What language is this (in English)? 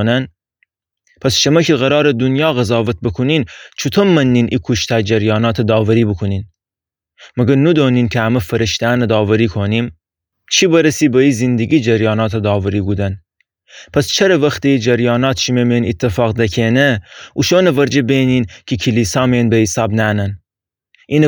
Gilaki